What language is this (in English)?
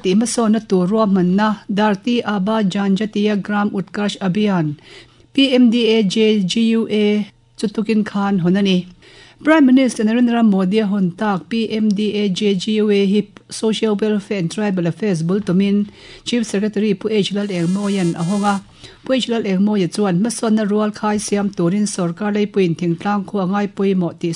Mizo